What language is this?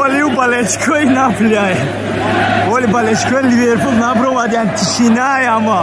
Tajik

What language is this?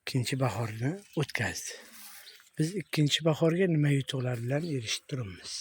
Uzbek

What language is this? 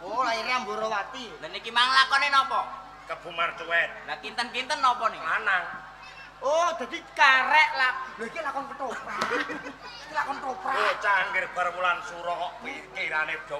Javanese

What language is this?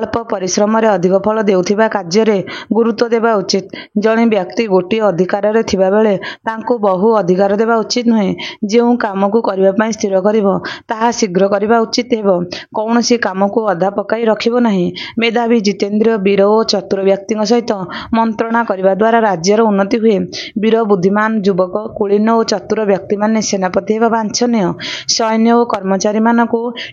Odia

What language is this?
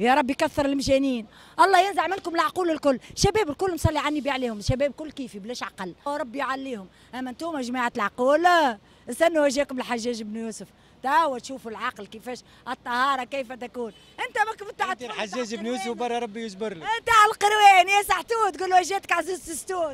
Tunisian Arabic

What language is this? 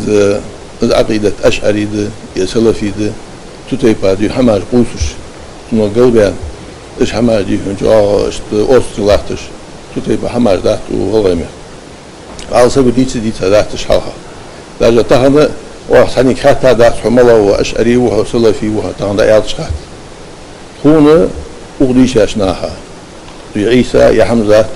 Ingush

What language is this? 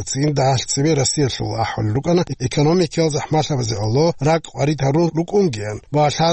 Avaric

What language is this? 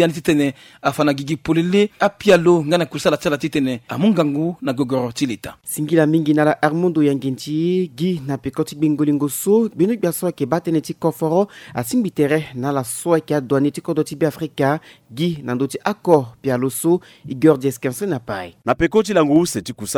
Sango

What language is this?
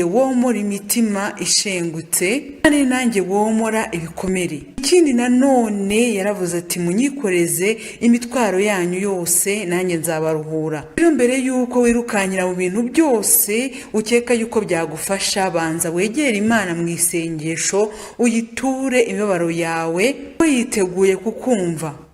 Kinyarwanda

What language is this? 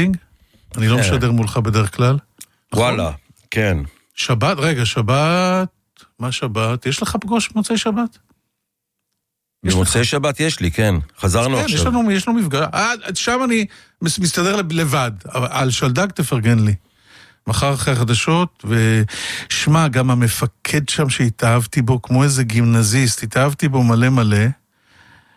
Hebrew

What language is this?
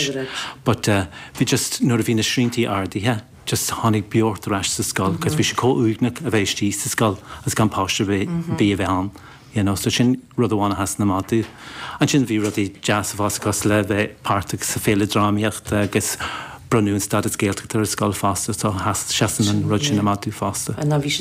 Irish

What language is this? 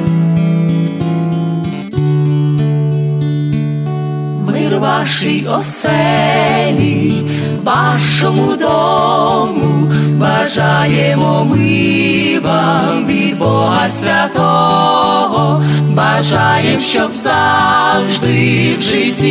Ukrainian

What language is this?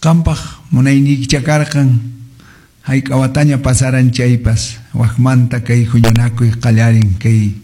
Quechua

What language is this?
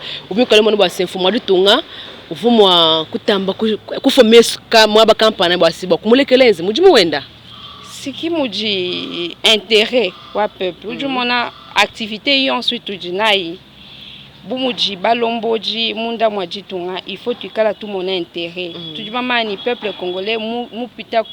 Luba-Lulua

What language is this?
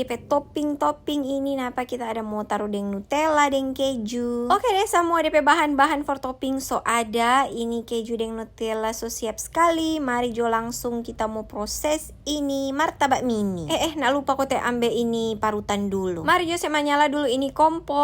Manado Malay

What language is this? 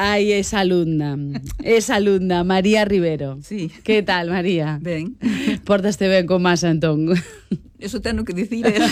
Galician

